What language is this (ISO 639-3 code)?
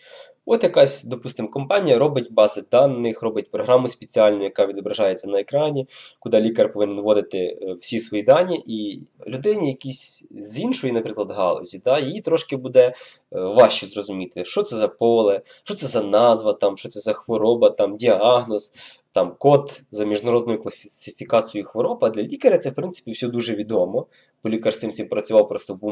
ukr